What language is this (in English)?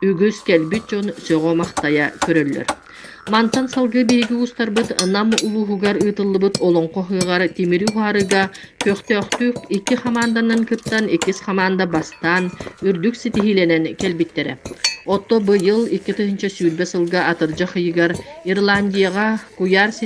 Yakut